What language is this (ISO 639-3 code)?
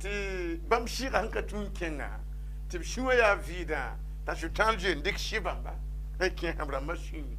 mos